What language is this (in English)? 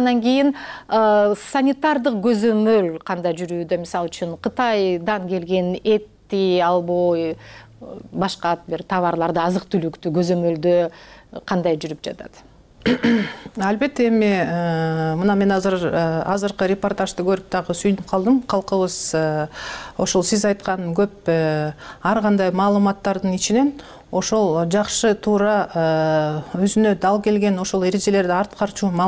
Kyrgyz